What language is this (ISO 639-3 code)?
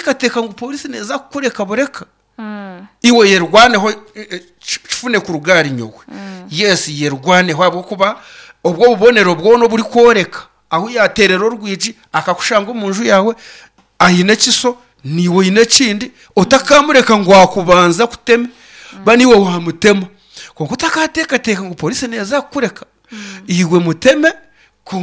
nyn